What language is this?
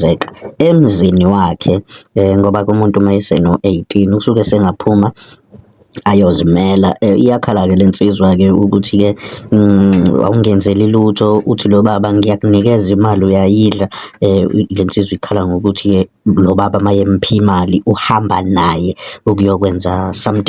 Zulu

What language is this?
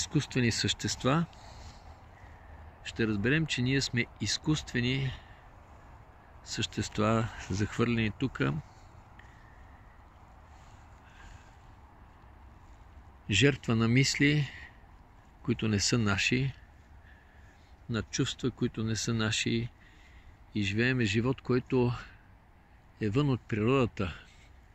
Bulgarian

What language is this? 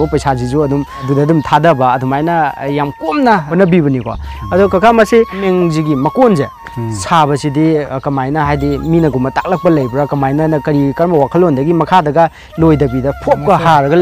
Manipuri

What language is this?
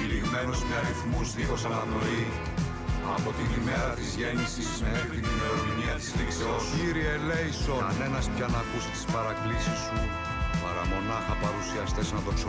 Greek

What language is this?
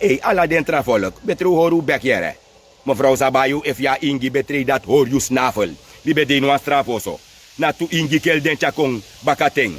Sranan Tongo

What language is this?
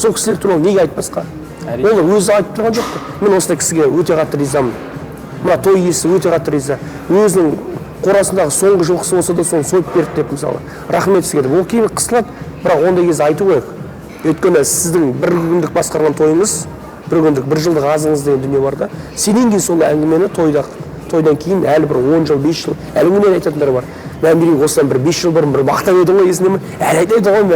Kazakh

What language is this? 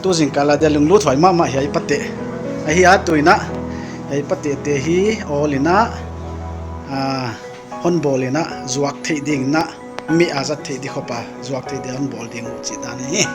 Paite Chin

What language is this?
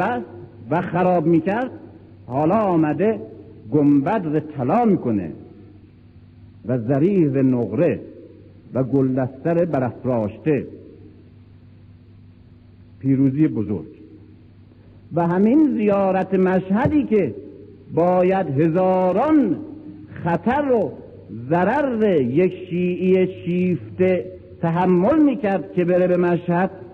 Persian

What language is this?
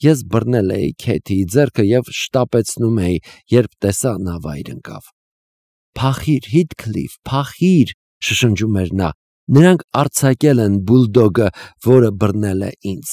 Armenian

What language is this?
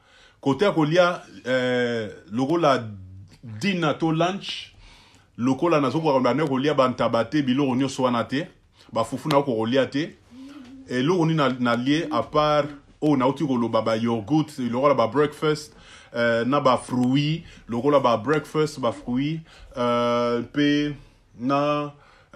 Lingala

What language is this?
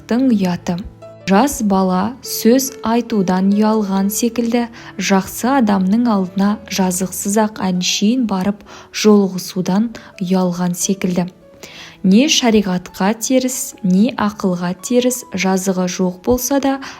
Kazakh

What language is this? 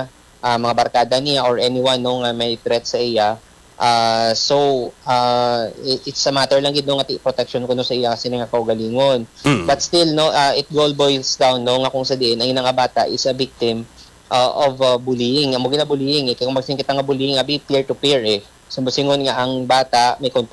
Hiligaynon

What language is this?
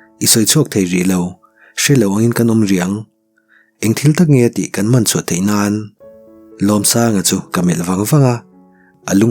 Mizo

